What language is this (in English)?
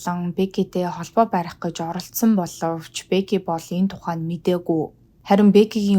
Mongolian